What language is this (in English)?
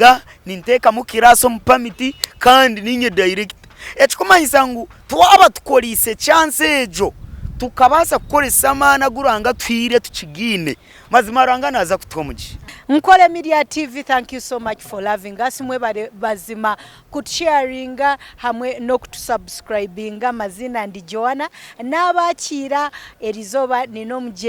Nyankole